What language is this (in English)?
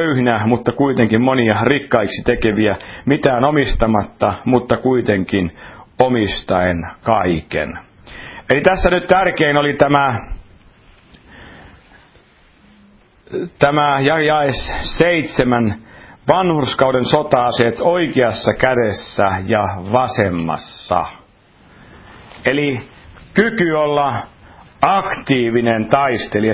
Finnish